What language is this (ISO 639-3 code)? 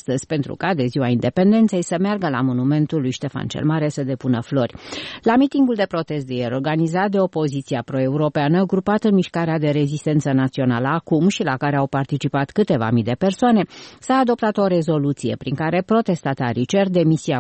ron